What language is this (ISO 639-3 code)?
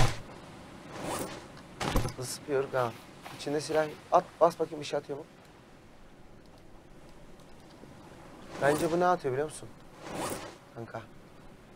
tur